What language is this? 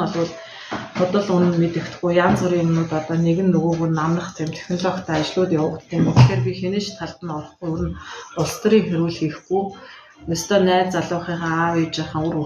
Mongolian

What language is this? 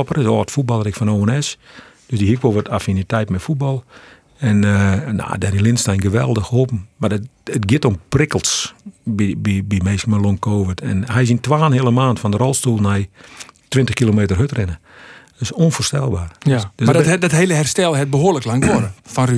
Western Frisian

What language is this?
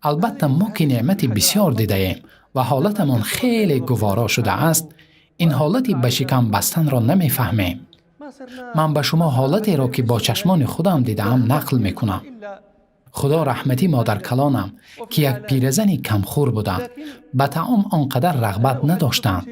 Tajik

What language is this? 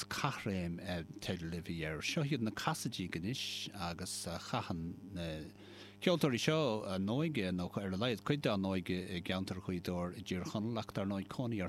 Irish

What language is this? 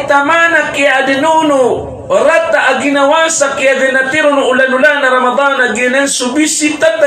Maranao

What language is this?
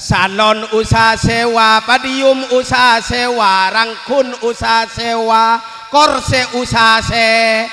Madurese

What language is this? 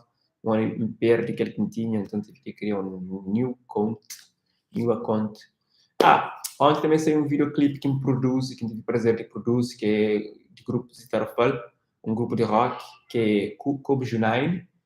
Kabuverdianu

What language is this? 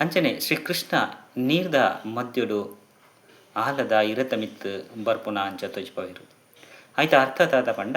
Tulu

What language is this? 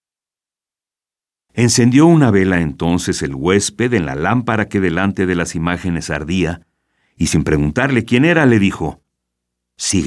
Spanish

